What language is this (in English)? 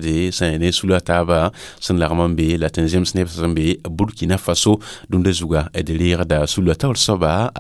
Mossi